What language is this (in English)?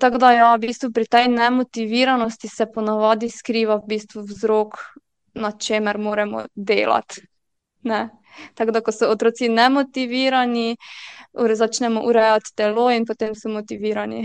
Slovenian